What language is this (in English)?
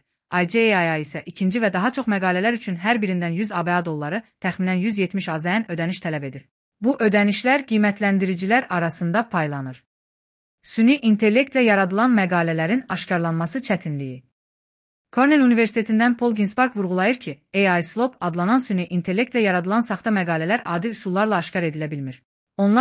Azerbaijani